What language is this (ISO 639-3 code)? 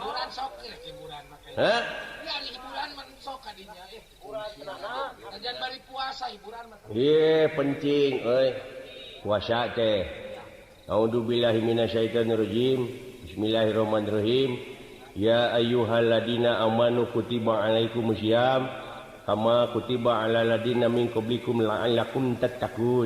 sun